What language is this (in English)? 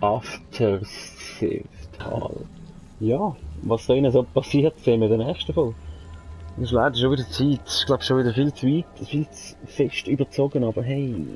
Swiss German